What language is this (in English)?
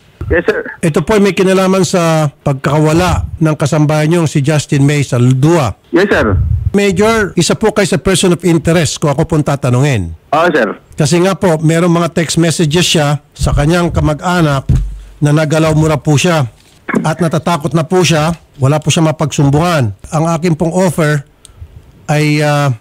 Filipino